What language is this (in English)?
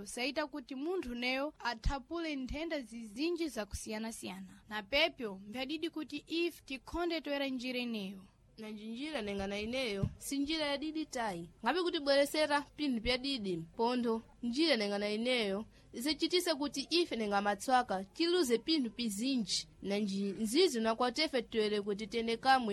Sena